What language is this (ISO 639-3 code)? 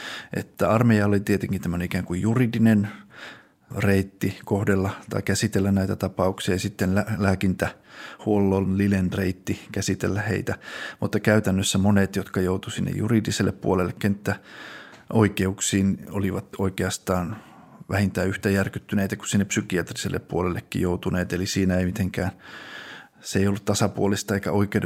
fin